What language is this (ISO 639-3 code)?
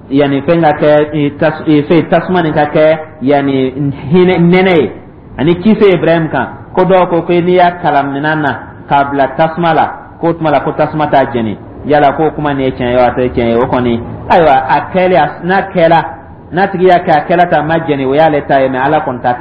dyu